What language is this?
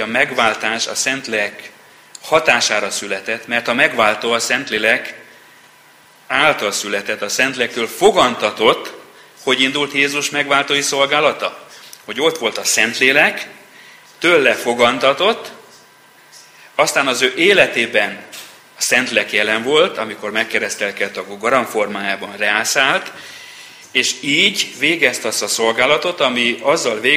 Hungarian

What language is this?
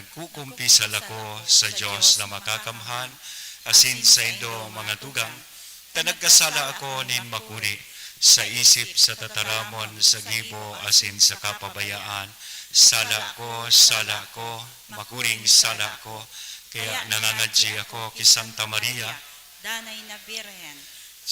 Bikol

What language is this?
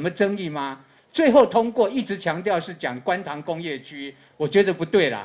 Chinese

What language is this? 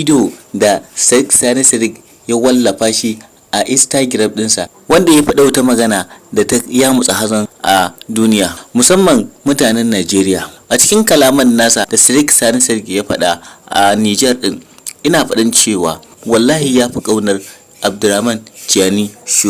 Hausa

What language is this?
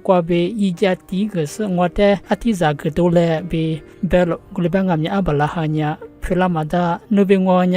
Lisu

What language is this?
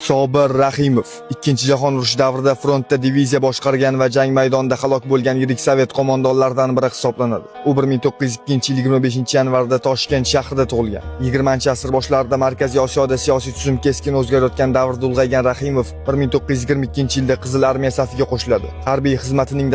Uzbek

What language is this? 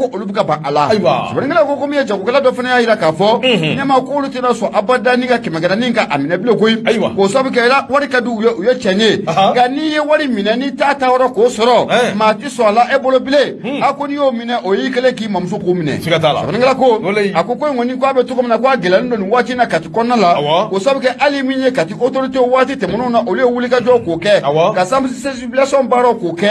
Bambara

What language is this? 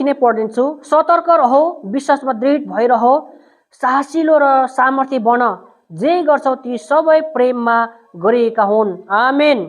Nepali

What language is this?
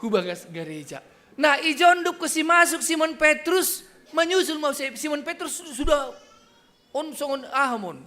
Batak Simalungun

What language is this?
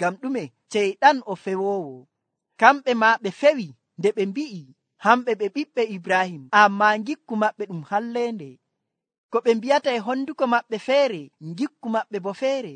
Nigerian Fulfulde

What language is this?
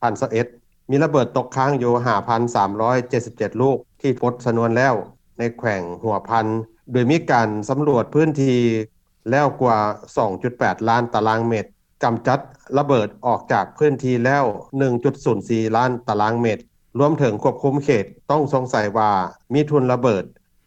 Lao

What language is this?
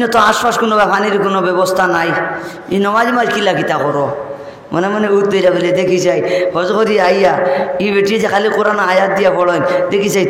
Sylheti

